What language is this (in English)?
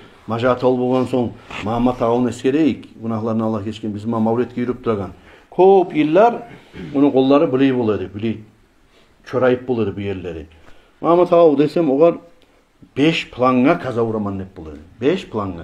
Kumyk